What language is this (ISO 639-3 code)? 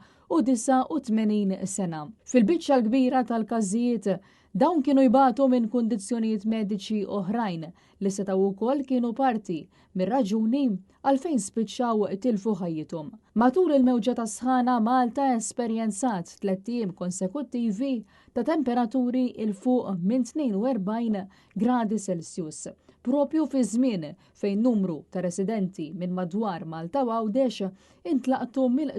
mlt